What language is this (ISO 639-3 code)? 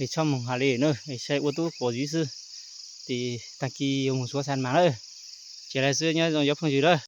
hmn